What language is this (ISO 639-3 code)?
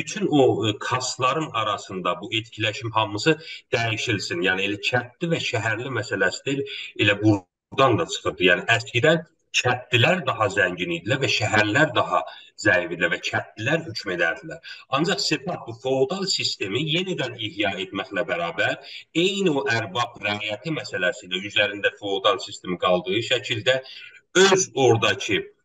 azb